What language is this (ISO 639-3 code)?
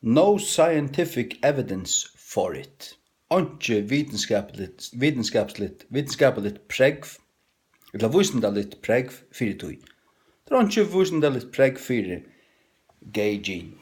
fao